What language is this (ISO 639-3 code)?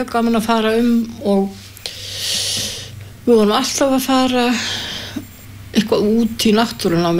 isl